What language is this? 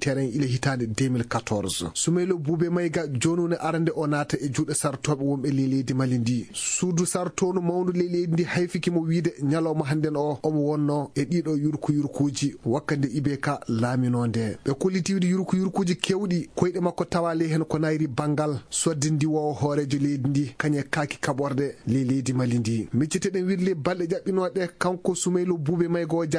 Fula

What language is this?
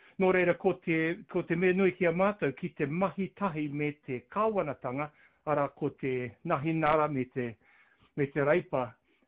Māori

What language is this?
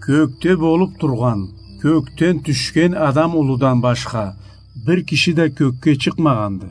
Karachay-Balkar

